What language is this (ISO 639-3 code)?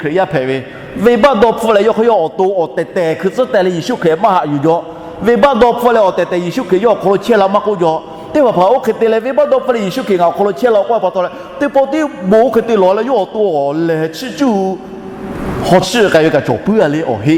lhu